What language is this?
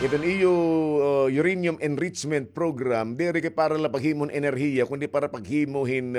Waray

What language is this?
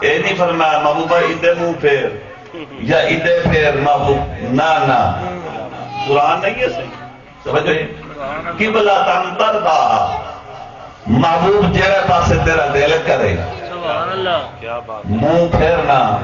Saraiki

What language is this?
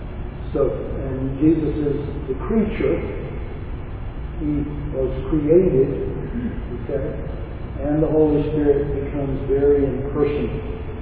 English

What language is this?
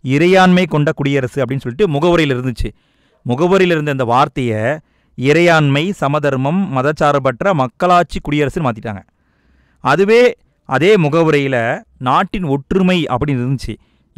Tamil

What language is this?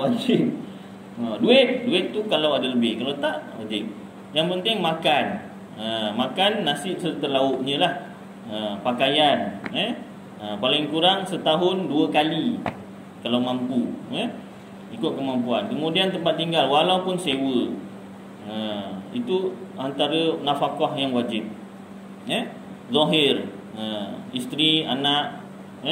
Malay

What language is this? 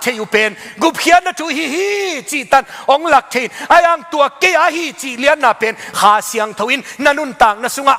Tedim Chin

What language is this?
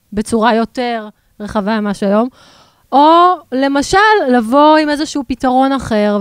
Hebrew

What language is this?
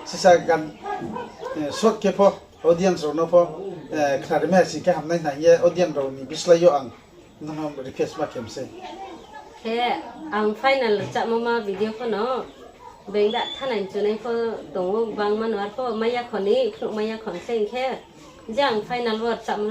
Riang (India)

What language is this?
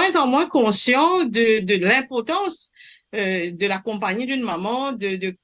Morisyen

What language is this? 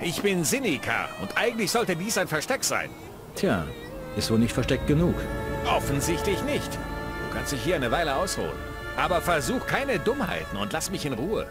Bavarian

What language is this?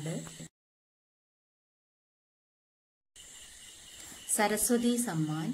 Malayalam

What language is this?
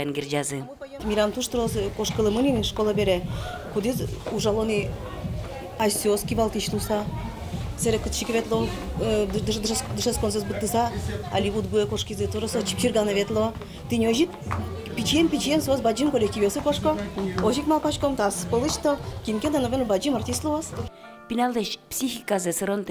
Udmurt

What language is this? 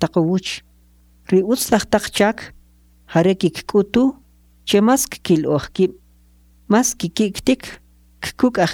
Kʼicheʼ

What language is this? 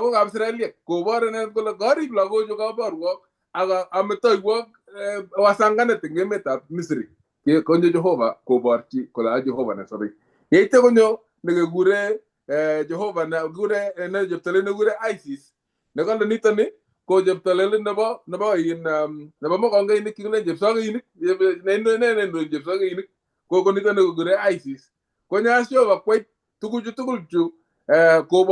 Kalenjin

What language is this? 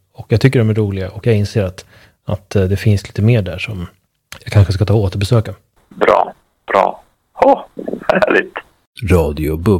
Swedish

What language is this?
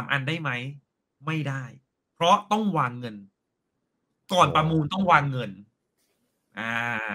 Thai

